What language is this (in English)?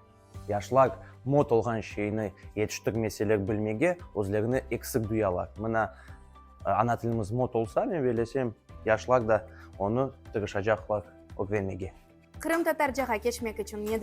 Crimean Tatar